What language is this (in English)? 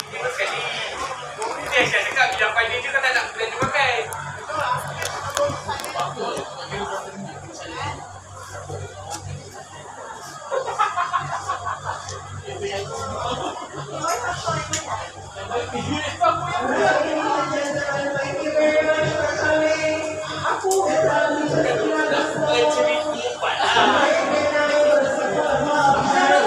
Malay